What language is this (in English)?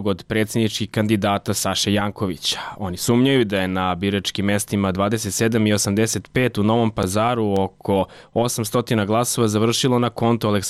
Serbian